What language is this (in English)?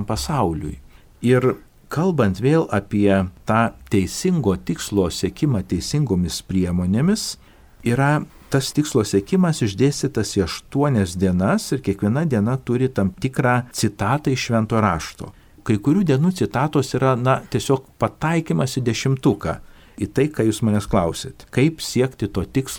Lithuanian